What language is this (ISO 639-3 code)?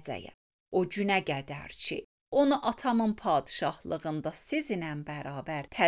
aze